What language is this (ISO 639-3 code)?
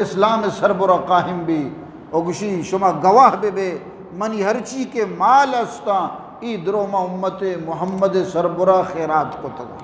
bgp